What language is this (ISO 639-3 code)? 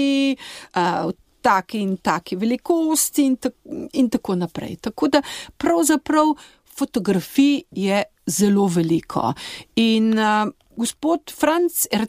slv